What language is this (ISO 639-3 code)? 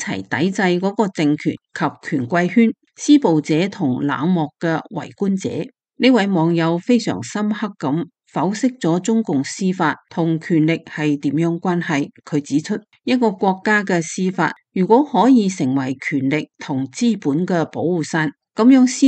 yue